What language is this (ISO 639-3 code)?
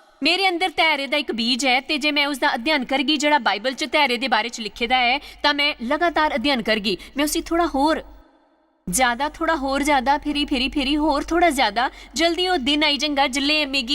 doi